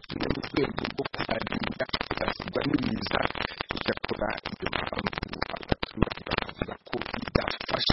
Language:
Kinyarwanda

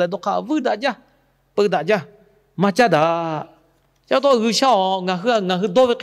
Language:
Lahu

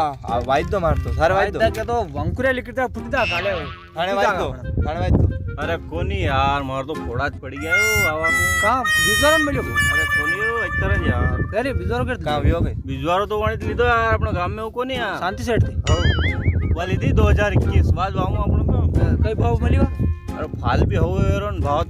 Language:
Rajasthani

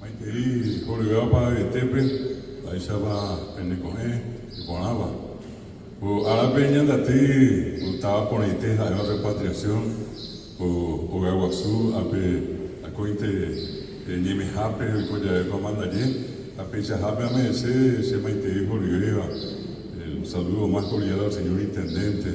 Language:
Guarani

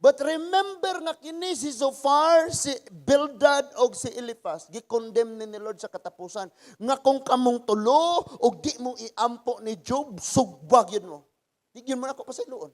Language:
Cebuano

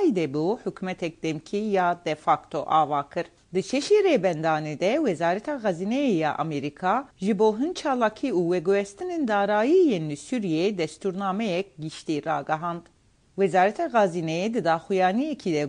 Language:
Kurdish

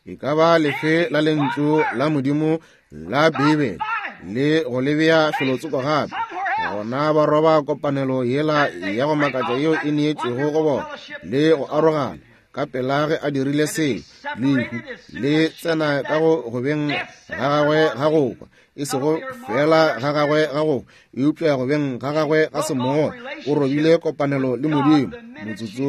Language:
Northern Sotho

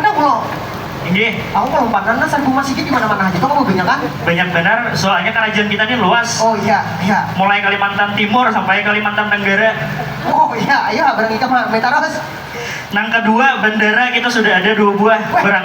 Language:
Banjar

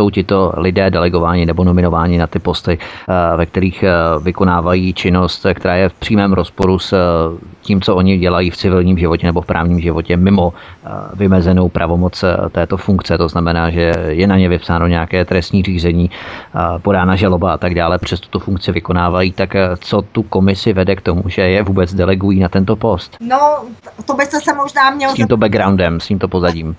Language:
Czech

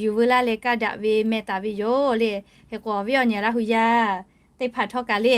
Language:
Lahu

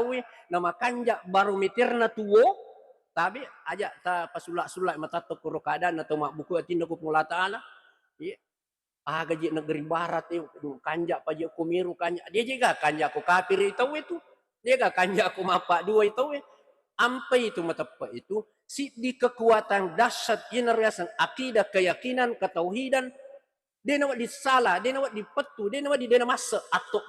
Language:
Buginese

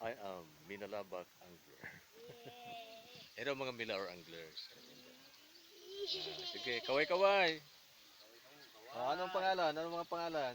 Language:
Bikol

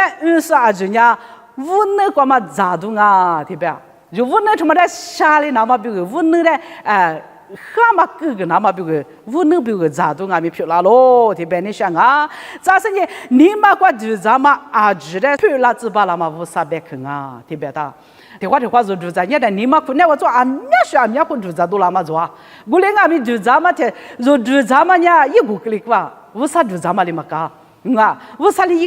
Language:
Lisu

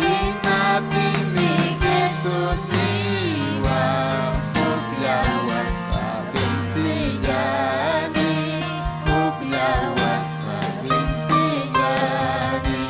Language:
Ayacucho Quechua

